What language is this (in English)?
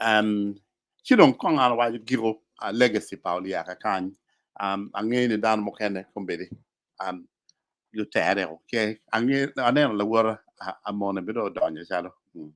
Acoli